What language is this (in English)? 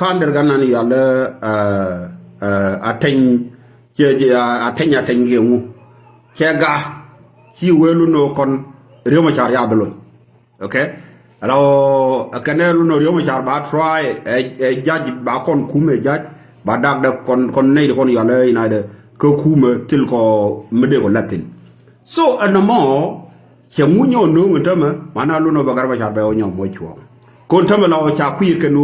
Nuer